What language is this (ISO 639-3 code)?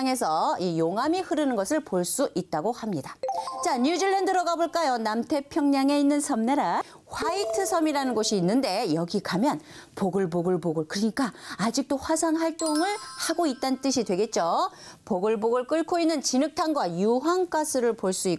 kor